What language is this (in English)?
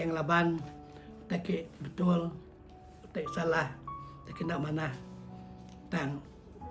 Iban